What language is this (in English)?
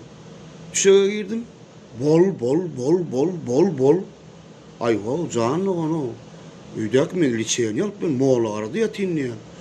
Turkmen